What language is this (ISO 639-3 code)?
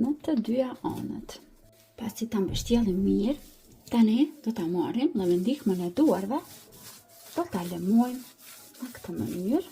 sqi